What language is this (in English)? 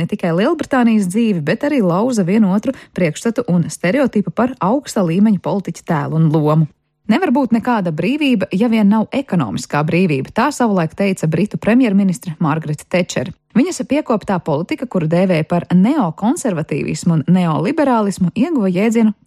Latvian